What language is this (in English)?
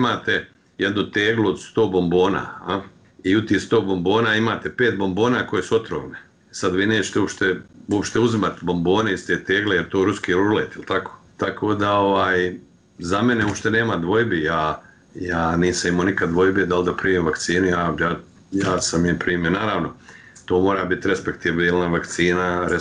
Bosnian